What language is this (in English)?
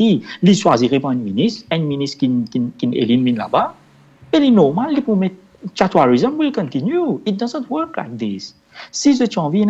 Morisyen